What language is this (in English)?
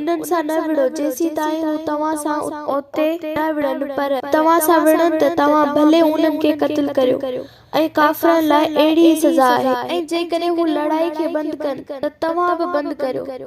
Sindhi